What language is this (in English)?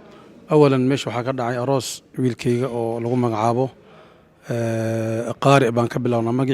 Somali